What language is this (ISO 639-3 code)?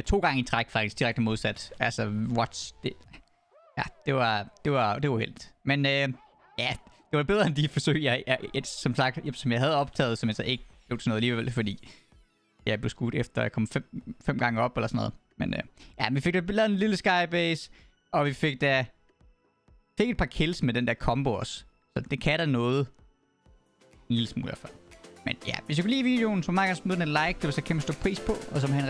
dan